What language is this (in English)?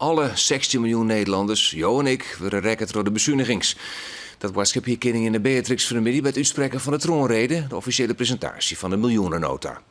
Western Frisian